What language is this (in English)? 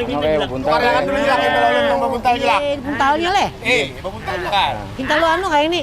Banjar